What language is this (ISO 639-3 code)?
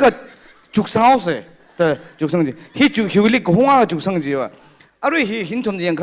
nmf